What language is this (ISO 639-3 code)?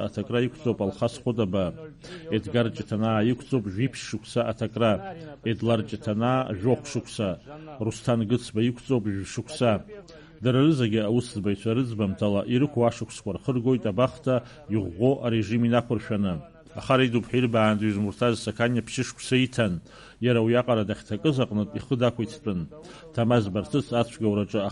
abk